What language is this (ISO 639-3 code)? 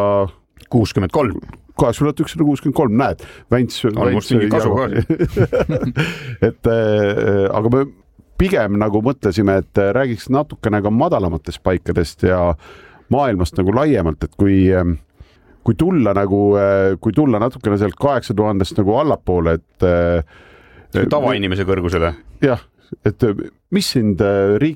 est